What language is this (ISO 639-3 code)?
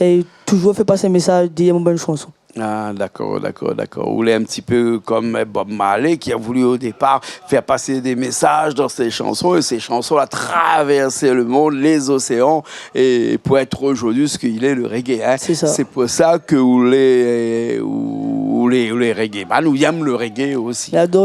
rcf